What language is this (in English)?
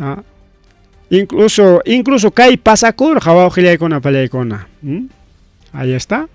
Ayacucho Quechua